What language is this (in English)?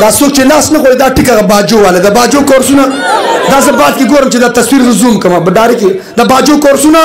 Pashto